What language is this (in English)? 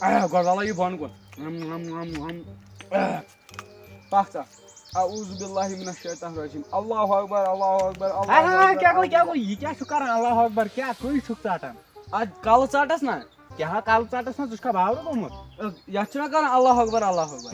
Kashmiri